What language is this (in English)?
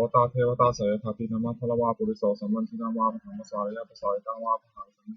Pali